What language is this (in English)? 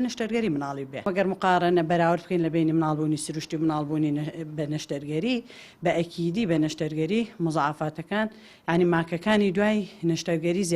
Central Kurdish